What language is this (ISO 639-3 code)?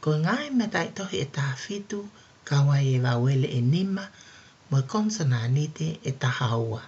ton